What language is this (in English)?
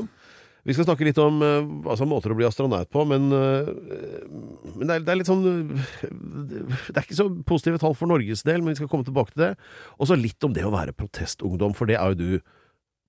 Norwegian